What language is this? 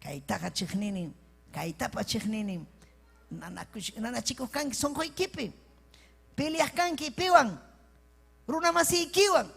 Ayacucho Quechua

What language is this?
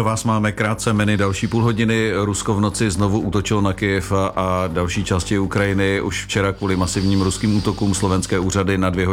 Czech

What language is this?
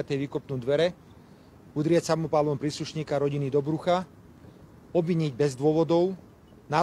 Slovak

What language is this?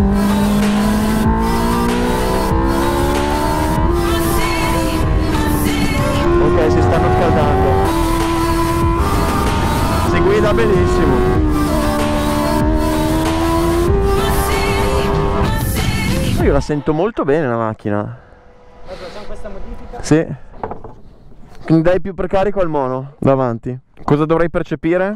Italian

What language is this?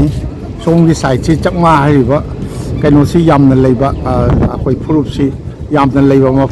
Manipuri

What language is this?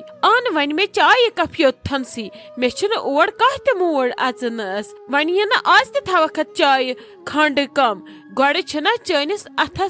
Kashmiri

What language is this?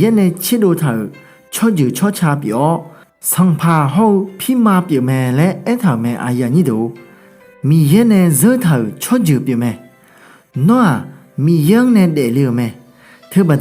Akha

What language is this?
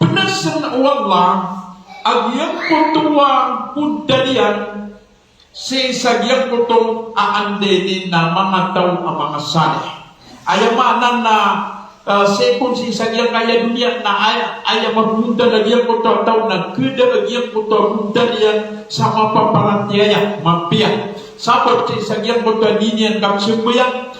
Maranao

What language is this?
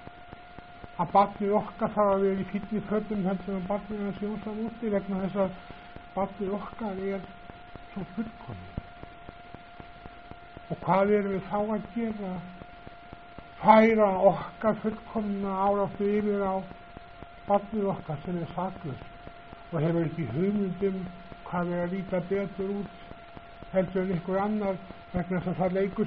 Icelandic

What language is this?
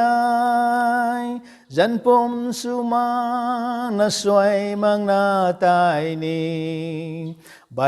Rongmei Naga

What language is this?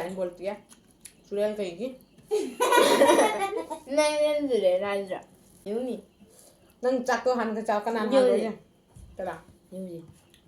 Manipuri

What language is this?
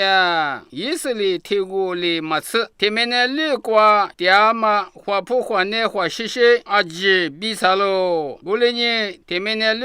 Lisu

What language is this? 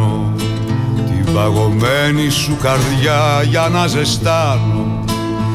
Greek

